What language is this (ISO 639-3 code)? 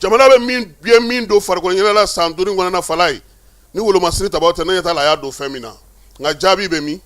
bam